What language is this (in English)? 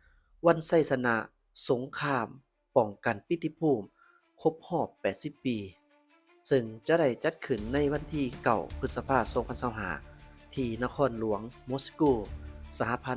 Lao